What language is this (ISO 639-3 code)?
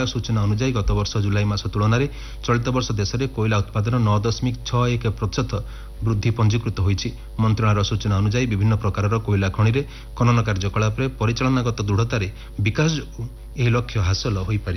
ori